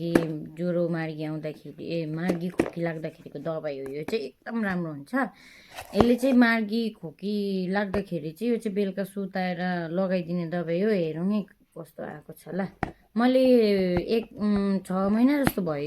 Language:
Nepali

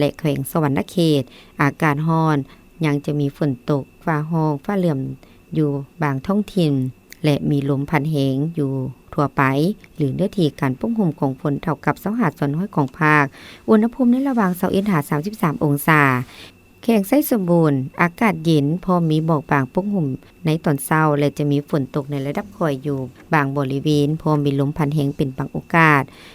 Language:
Lao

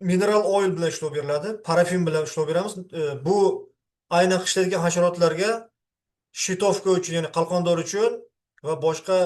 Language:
Uzbek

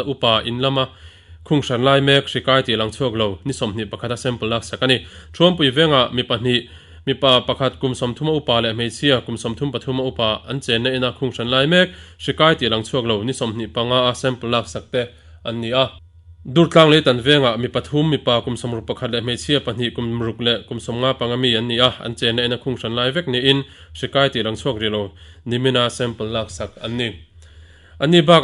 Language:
Mizo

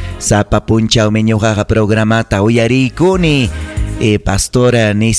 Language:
Ayacucho Quechua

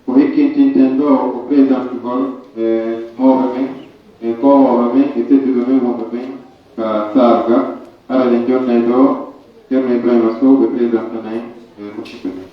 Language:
Pular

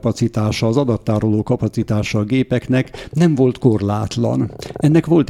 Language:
Hungarian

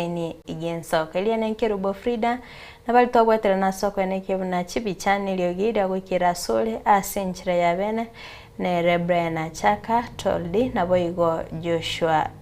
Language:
Gusii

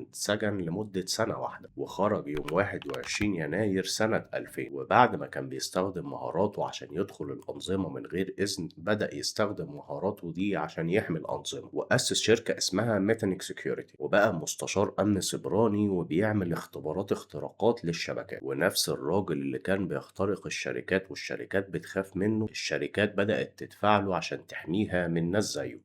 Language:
Egyptian Arabic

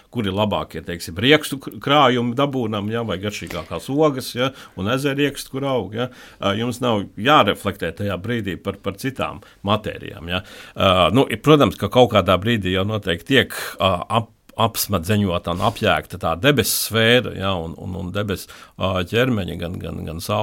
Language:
Latvian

